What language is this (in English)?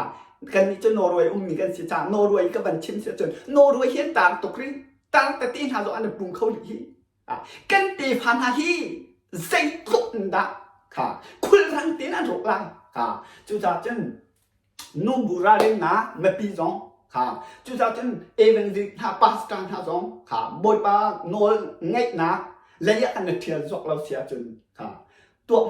Hakha Chin